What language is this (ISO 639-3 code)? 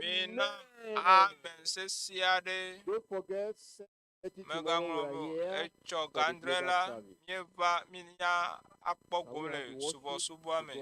ewe